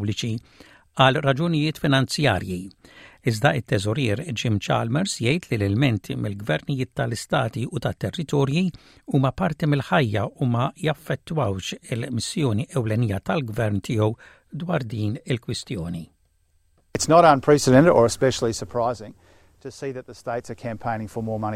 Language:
Maltese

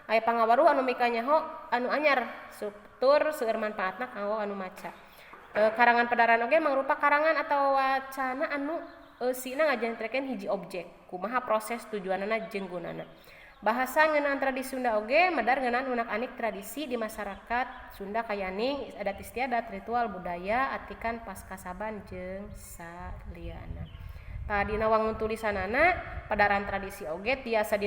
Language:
Sundanese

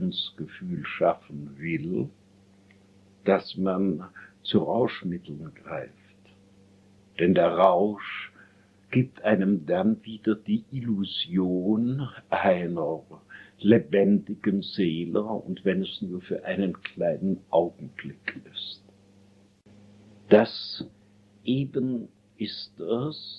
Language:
German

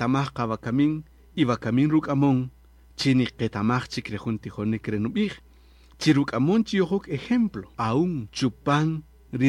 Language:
Kaqchikel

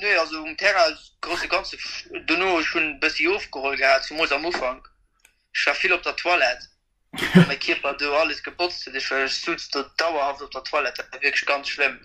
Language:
Luxembourgish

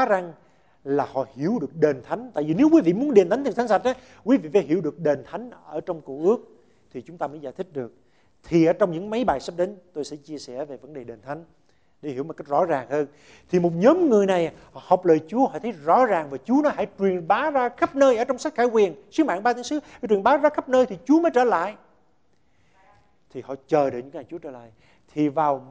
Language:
Vietnamese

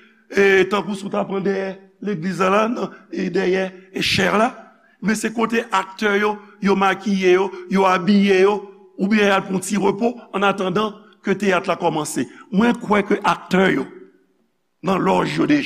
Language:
Haitian Creole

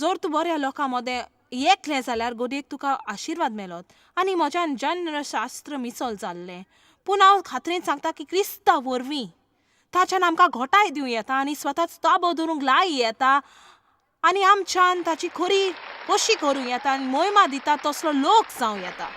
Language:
Konkani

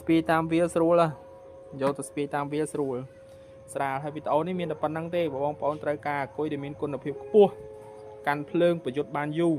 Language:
Khmer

